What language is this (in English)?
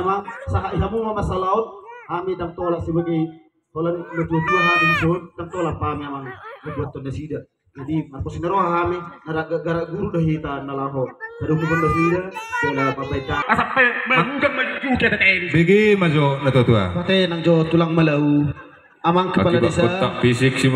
Batak Toba